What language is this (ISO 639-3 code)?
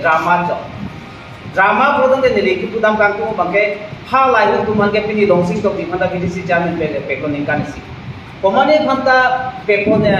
mjw